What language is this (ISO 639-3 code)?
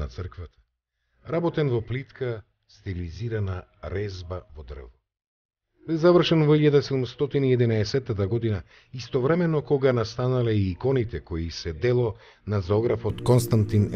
mkd